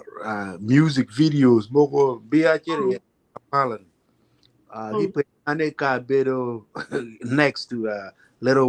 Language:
Acoli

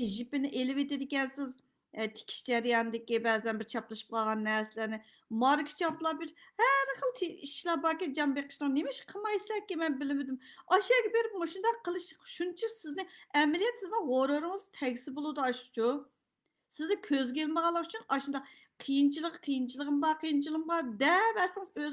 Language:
Uyghur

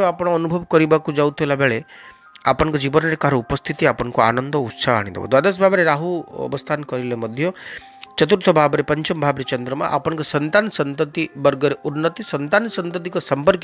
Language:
Odia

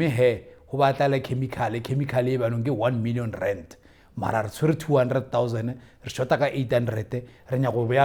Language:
Tswana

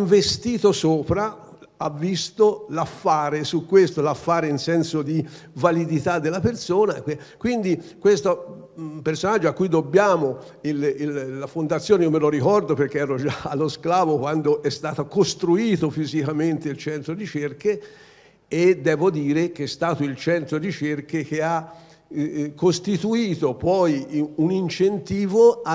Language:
Italian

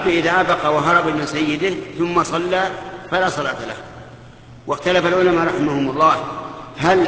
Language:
Arabic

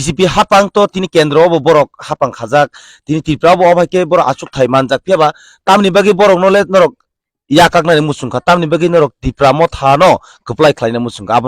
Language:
Kok Borok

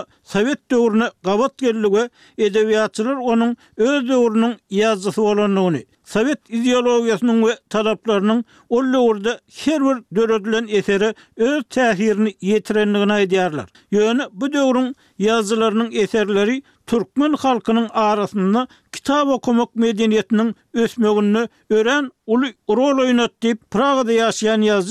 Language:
Turkmen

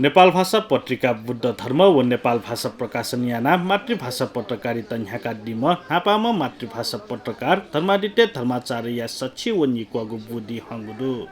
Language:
Newari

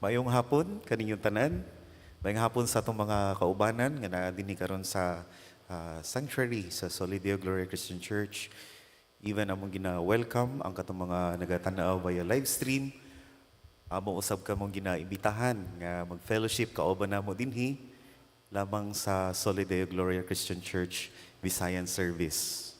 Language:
Cebuano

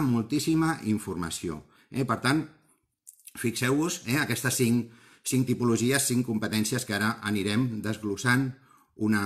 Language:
Catalan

